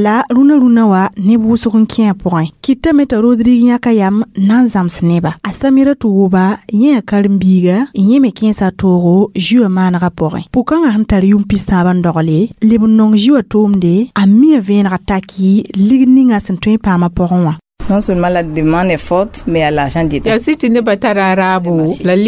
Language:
Mossi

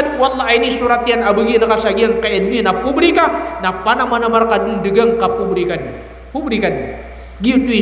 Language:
Maranao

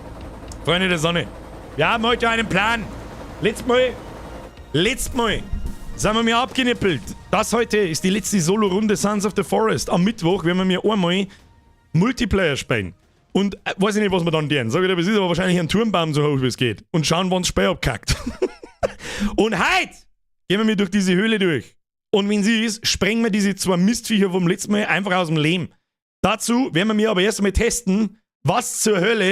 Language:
Bavarian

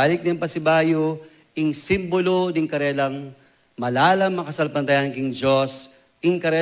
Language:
Pampanga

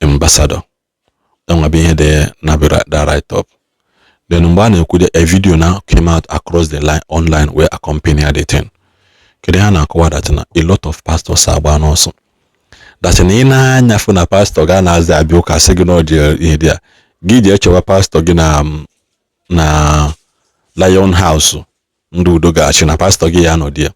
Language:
Igbo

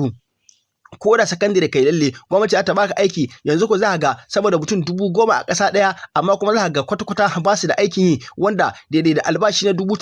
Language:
Hausa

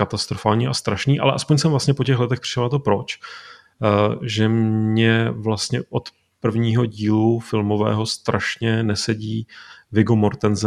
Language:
Czech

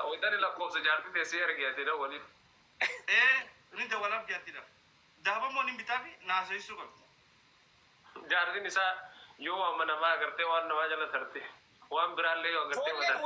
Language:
Oromo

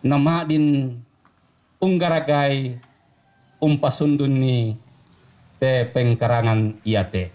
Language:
Toraja-Sa'dan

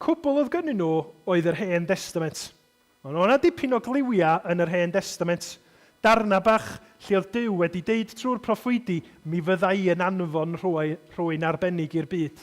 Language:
Welsh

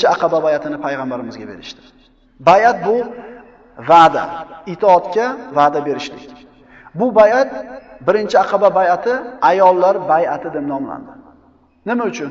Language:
Uzbek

